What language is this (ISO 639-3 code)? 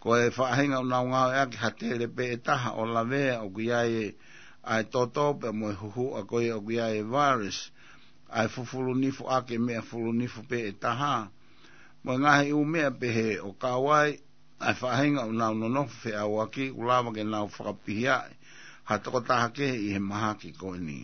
ton